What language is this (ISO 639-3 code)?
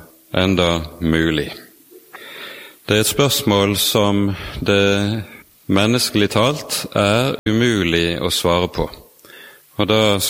nor